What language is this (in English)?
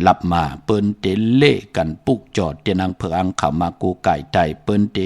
Shan